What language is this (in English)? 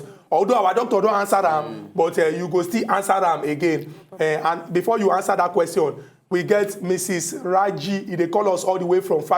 Nigerian Pidgin